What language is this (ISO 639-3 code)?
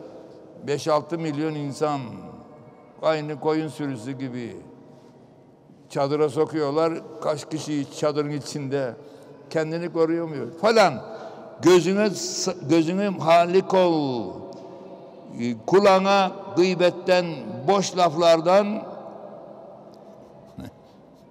tur